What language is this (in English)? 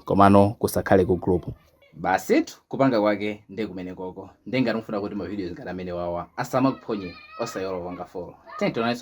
Nyanja